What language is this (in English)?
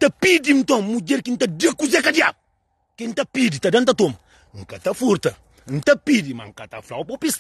Kabuverdianu